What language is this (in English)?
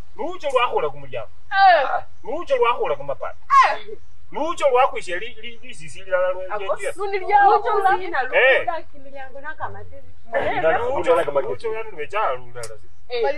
Luyia